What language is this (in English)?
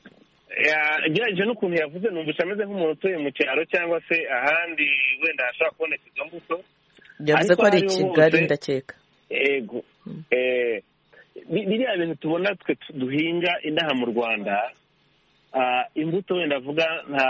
Kinyarwanda